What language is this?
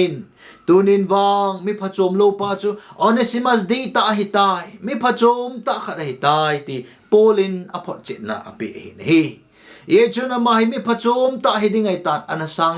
Thado Chin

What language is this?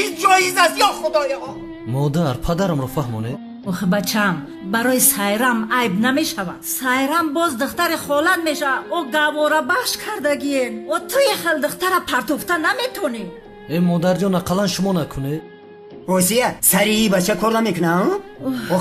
Tajik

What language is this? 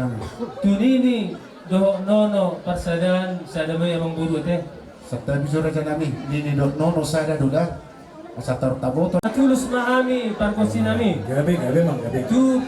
Batak Toba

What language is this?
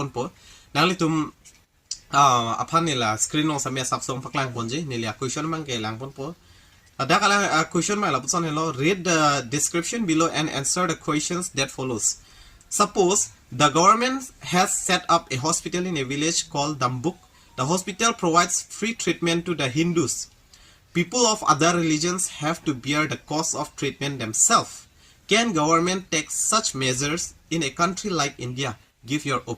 Karbi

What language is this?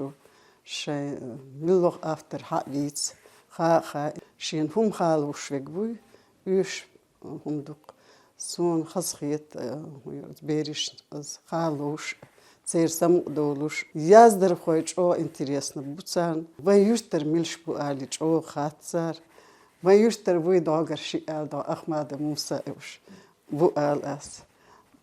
Chechen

